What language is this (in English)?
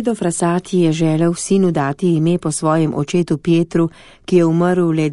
Slovenian